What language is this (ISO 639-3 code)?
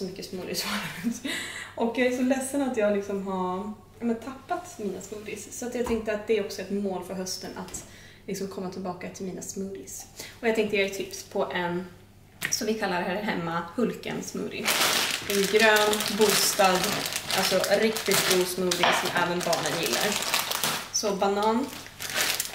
swe